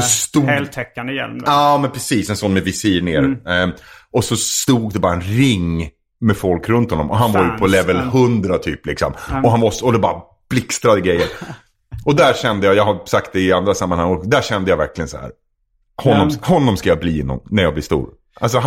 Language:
Swedish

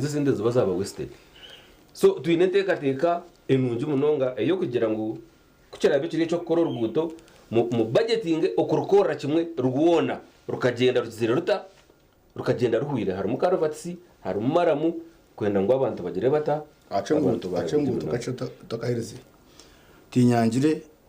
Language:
Nyankole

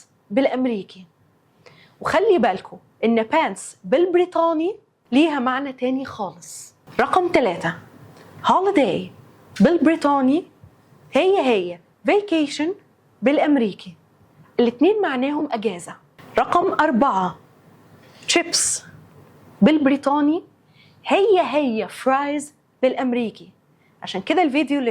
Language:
Egyptian Arabic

